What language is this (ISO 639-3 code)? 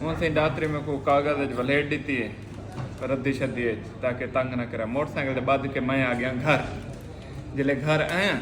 skr